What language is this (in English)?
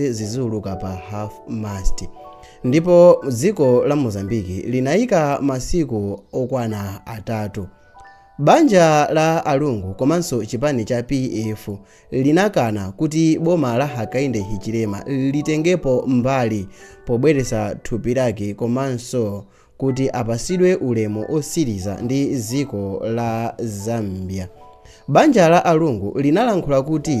Nyanja